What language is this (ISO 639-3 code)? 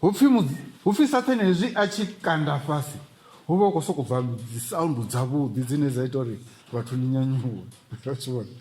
ven